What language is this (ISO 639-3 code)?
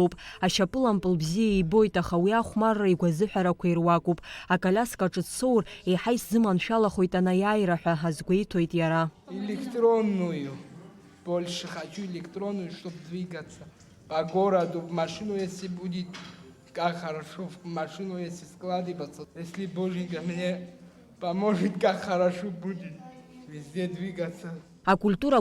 abk